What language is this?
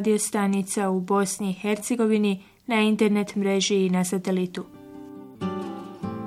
Bosnian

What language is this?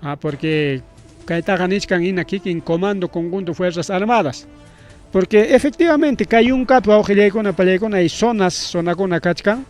Ayacucho Quechua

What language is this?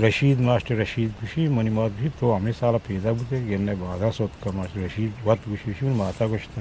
Eastern Balochi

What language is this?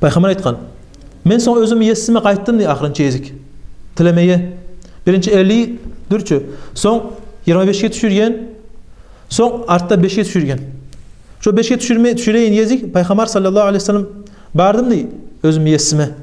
Kumyk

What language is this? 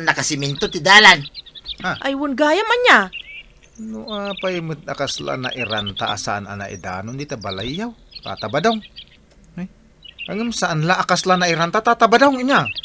Iloko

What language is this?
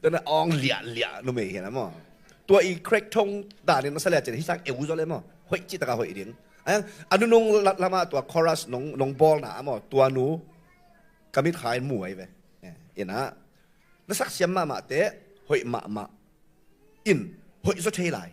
Tedim Chin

